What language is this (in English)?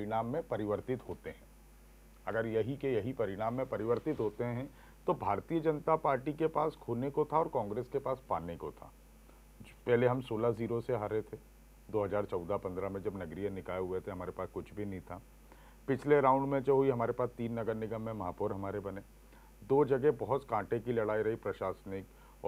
Hindi